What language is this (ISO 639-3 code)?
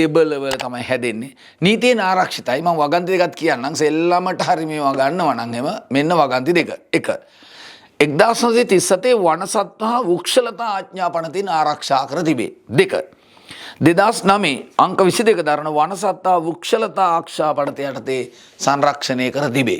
sin